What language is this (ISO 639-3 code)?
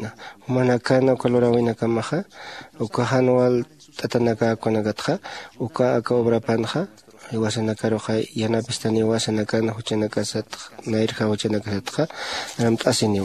aym